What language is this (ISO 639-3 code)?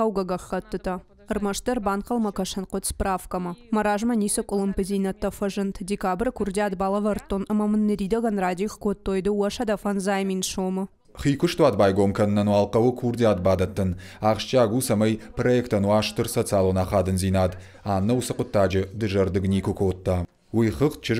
oss